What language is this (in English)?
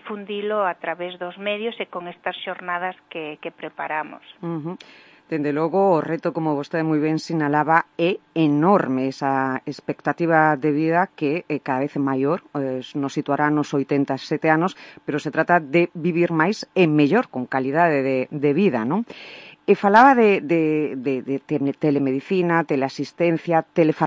Galician